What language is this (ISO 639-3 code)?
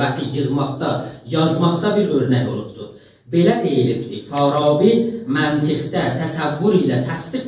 azb